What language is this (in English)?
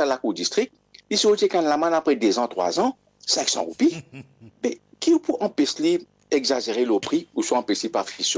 Morisyen